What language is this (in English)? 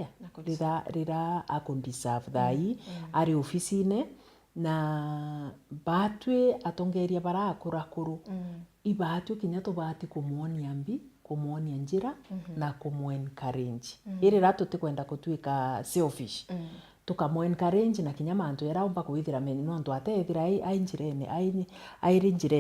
Meru